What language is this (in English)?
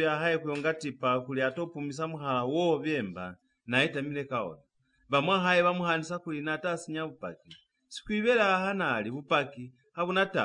Lozi